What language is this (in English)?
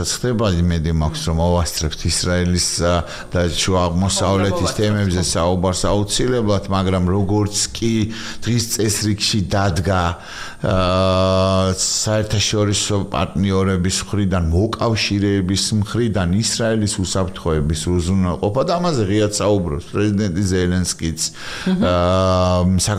Georgian